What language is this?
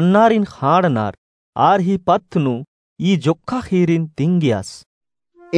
Kurukh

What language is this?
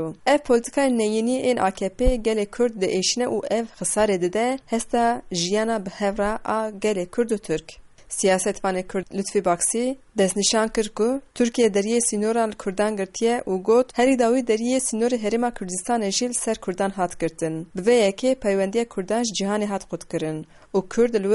Kurdish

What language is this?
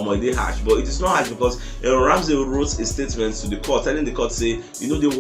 Nigerian Pidgin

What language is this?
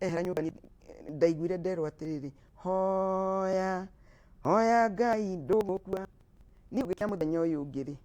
Kikuyu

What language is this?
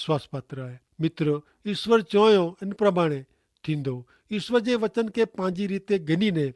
Kachhi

